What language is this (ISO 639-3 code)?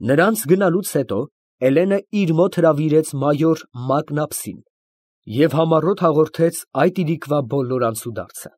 hye